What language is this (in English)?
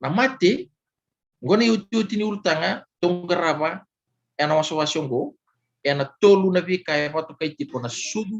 Fijian